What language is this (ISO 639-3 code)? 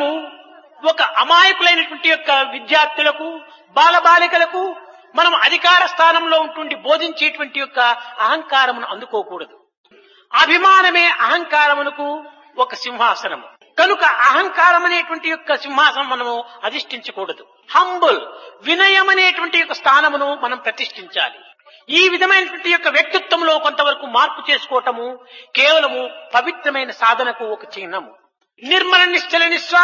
tel